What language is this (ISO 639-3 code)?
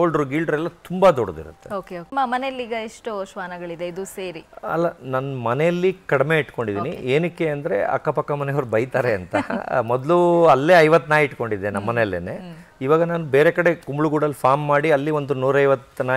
kan